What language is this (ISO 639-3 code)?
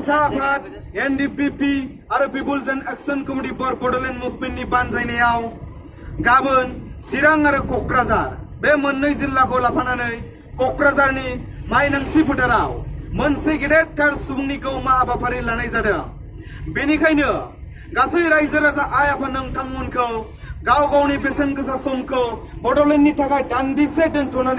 brx